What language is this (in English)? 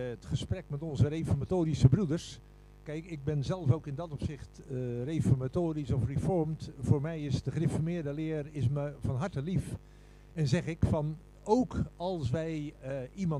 Dutch